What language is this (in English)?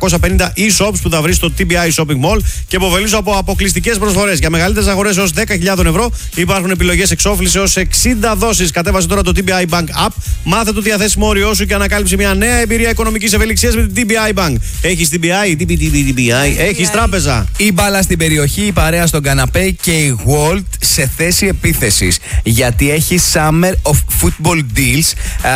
Greek